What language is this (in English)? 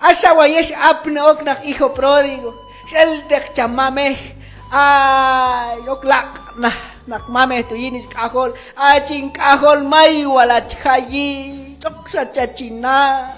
Q'anjob'al